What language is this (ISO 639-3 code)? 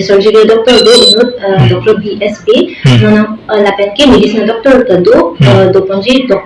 mjw